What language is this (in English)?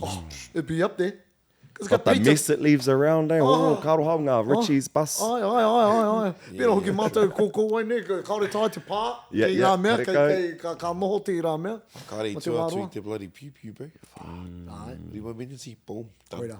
Māori